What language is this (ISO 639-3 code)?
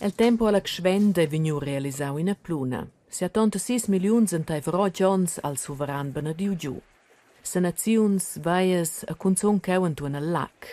roh